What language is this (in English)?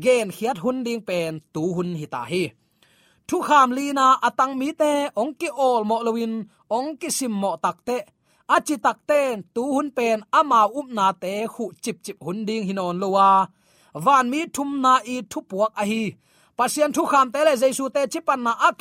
Tedim Chin